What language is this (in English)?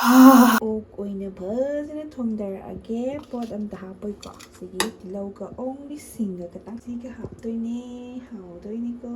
Manipuri